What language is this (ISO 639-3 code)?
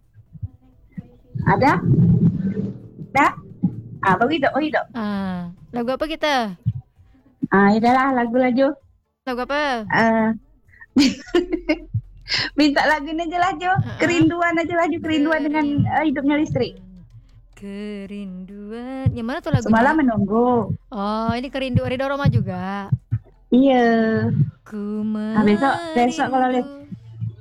msa